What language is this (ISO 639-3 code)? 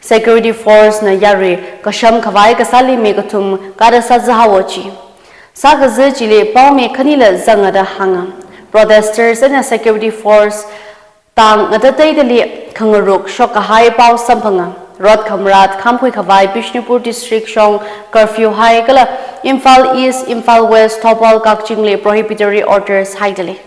nmf